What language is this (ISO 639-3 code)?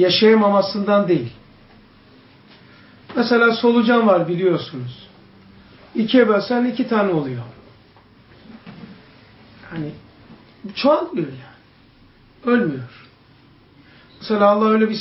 tur